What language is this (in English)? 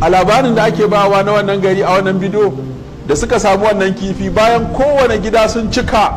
Hausa